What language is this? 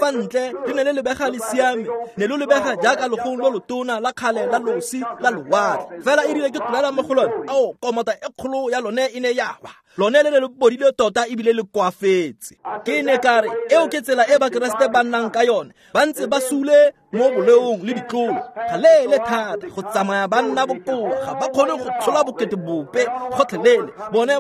Tswana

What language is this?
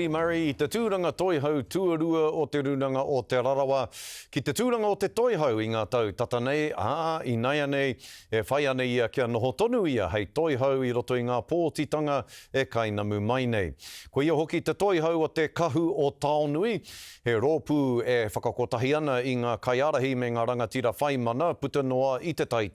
Māori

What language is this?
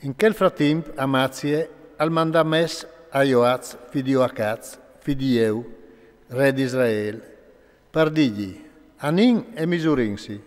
Friulian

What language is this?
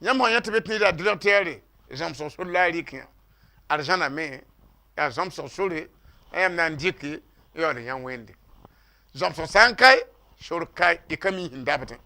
Mossi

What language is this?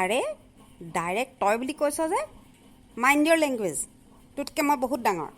Assamese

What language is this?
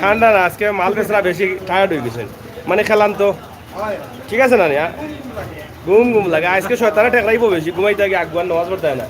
Sylheti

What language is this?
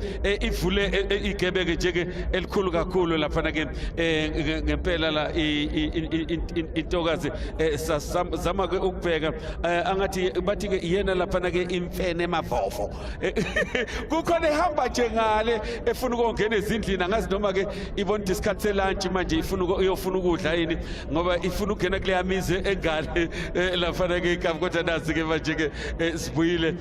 Zulu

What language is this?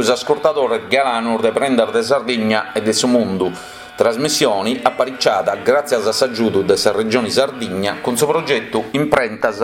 Sardinian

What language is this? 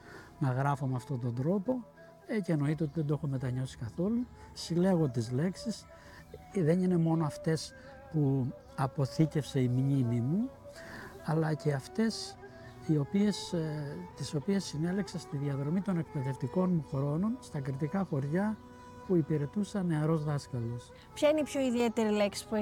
Greek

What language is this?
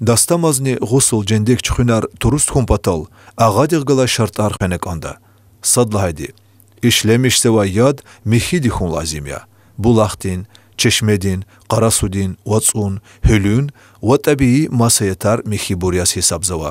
Lezghian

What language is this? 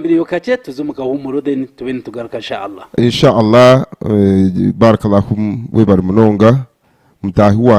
Nyankole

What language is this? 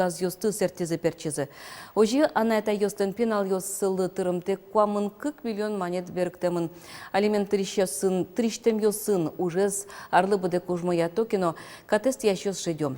Udmurt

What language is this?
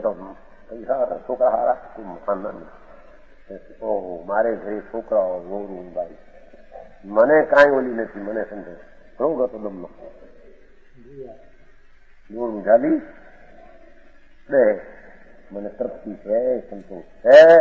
Gujarati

